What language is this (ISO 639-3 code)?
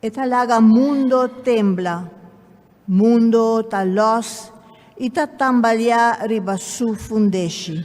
pap